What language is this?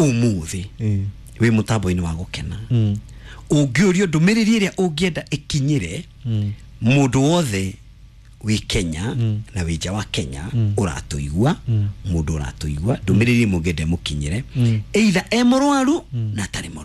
Kikuyu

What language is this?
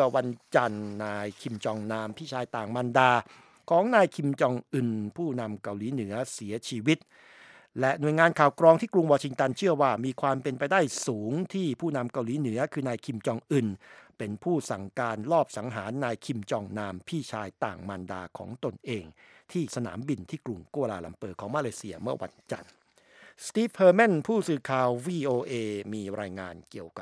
Thai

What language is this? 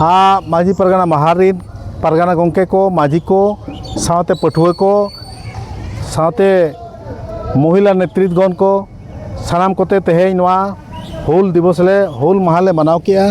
Santali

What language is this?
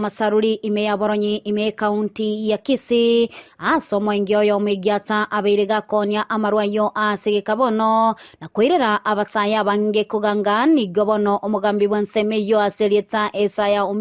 Gusii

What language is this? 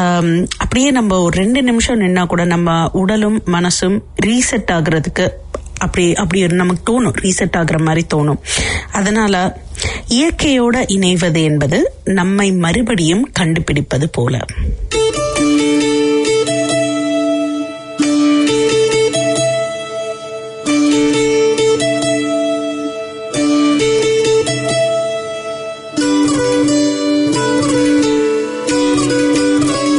Tamil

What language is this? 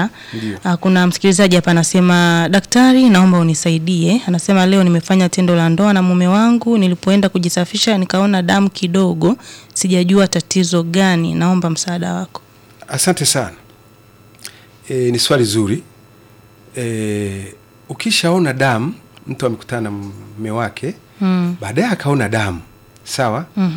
Swahili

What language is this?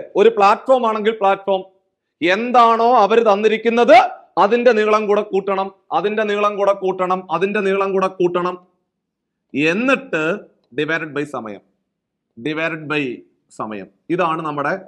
Malayalam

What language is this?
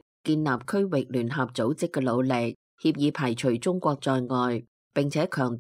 Cantonese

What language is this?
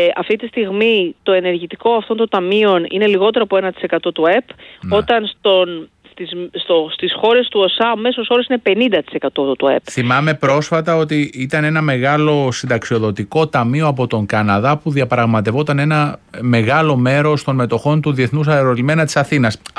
Greek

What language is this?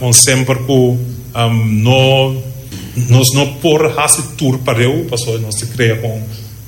Papiamento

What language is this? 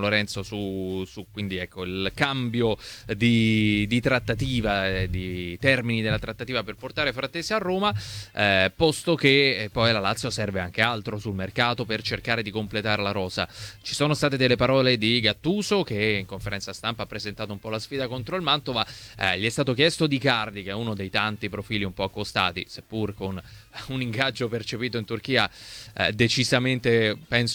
Italian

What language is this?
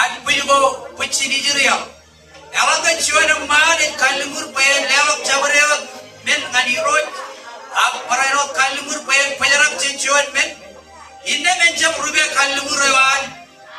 Marshallese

